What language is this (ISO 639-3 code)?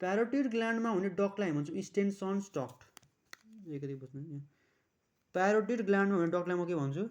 nep